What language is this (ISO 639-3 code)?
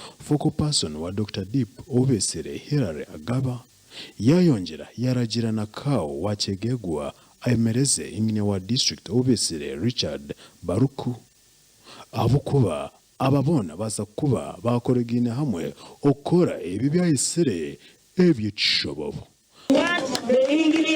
nyn